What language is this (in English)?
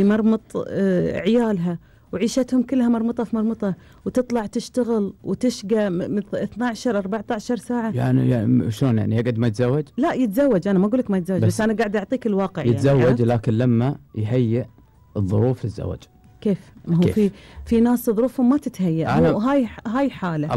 Gulf Arabic